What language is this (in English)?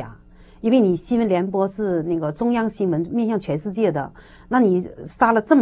Chinese